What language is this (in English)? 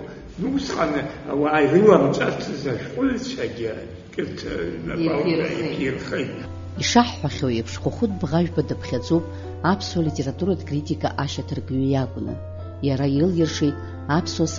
Abkhazian